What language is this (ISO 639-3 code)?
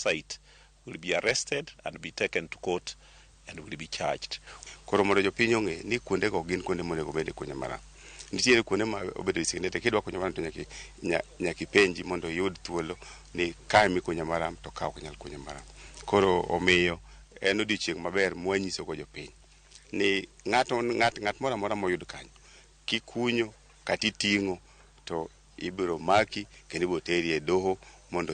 luo